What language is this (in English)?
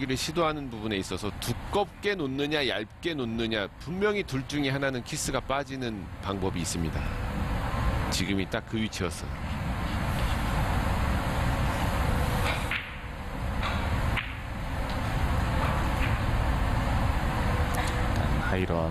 Korean